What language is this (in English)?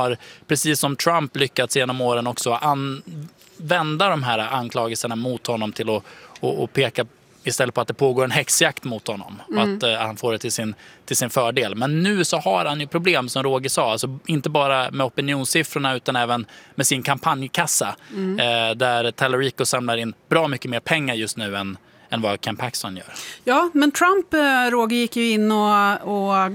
Swedish